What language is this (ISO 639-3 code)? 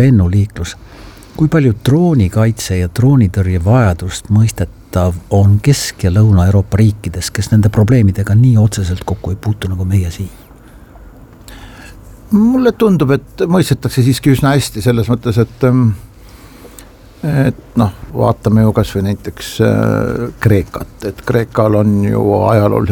est